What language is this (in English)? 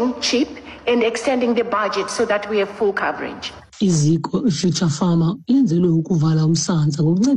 Xhosa